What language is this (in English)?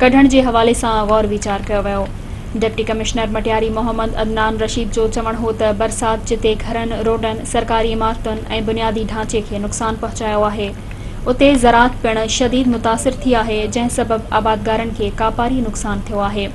Sindhi